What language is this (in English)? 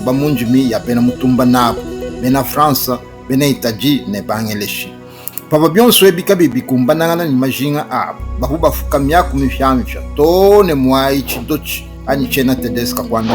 Luba-Lulua